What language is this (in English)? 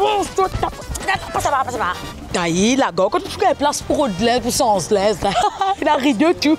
Morisyen